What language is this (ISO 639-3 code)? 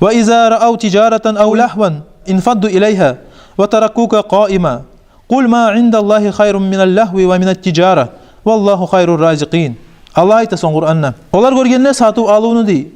kum